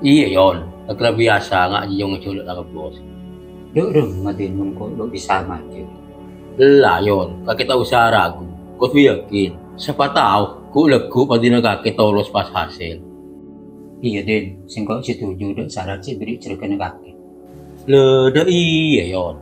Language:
Madurese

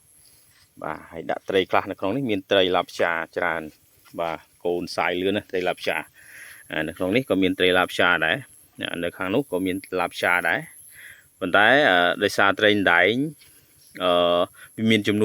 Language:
Khmer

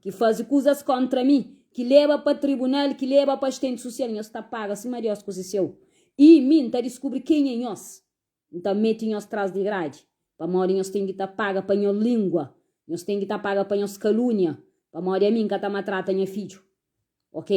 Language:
Kabuverdianu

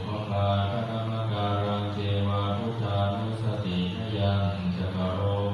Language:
Pali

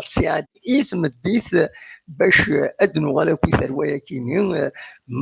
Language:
Kabyle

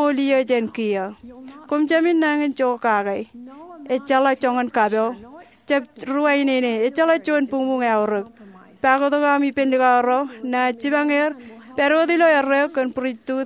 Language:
Marshallese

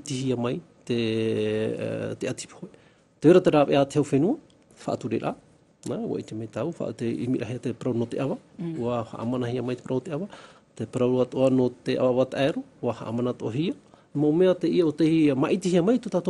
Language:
Tahitian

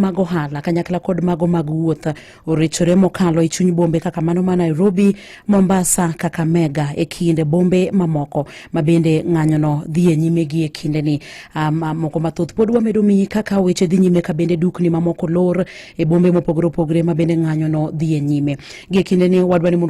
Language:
Luo (Kenya and Tanzania)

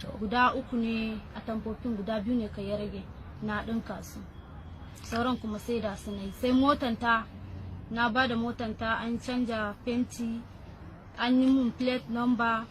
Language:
Hausa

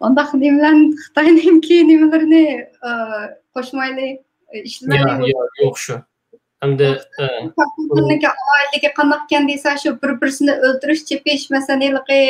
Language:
Uyghur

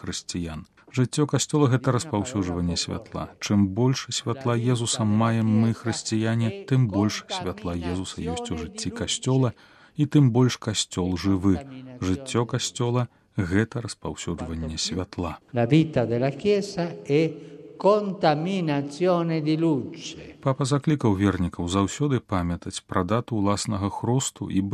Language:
Belarusian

